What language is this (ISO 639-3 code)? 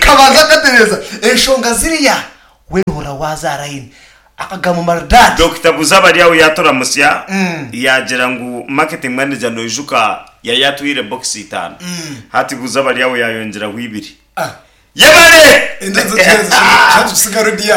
nyn